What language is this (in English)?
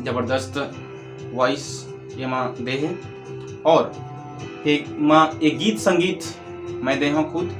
Chhattisgarhi